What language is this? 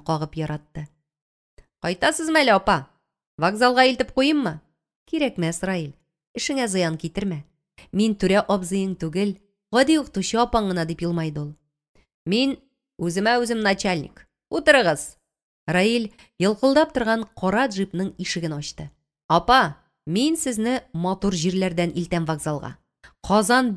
Tatar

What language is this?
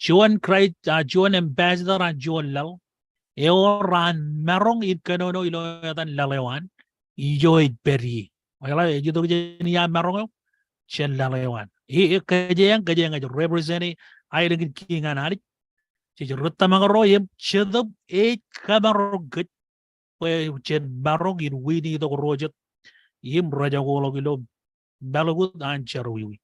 Marshallese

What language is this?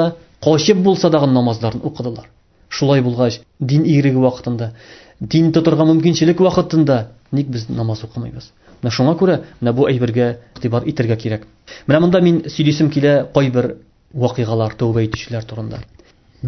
Tatar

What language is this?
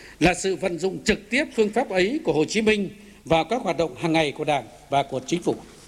Vietnamese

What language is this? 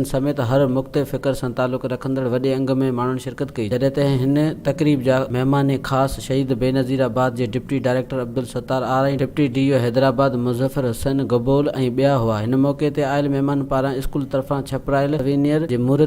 Sindhi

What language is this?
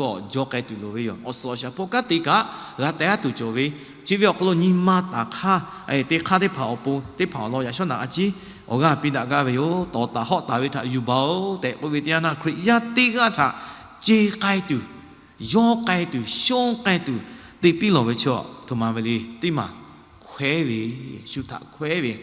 Lahu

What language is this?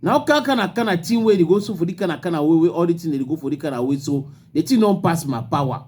Cameroon Pidgin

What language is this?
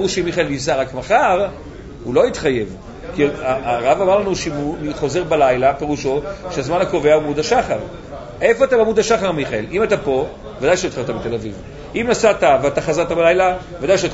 Hebrew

